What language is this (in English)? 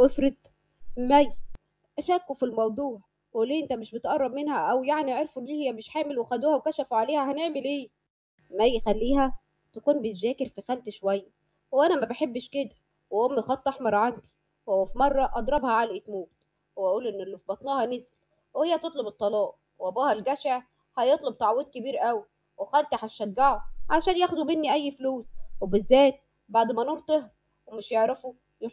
Egyptian Arabic